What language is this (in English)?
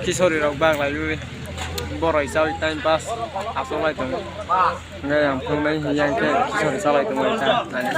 Kok Borok